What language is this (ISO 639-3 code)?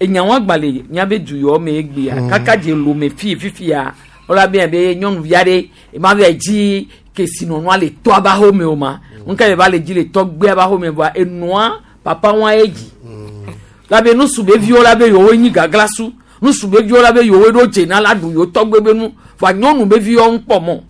gej